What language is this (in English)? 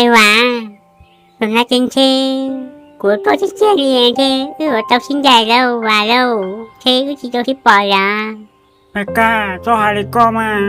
Hmong